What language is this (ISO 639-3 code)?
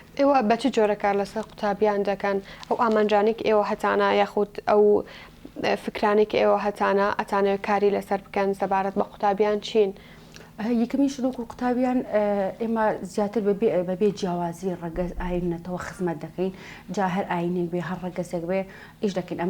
ckb